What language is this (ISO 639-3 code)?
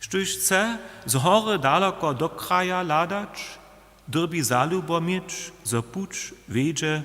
hsb